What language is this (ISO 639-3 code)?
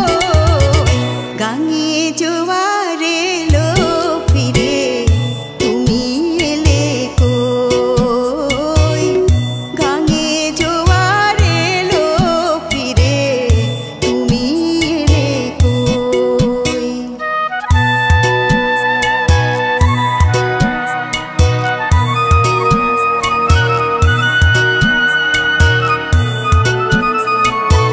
ben